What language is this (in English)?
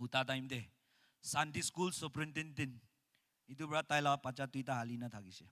Naga Pidgin